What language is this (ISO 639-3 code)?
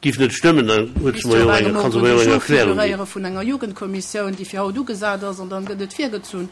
ltz